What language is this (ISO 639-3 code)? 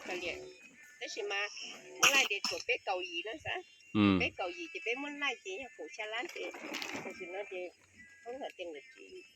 hmn